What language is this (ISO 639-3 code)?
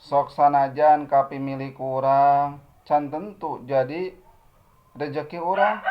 sun